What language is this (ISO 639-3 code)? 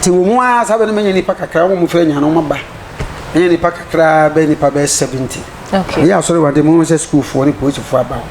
aka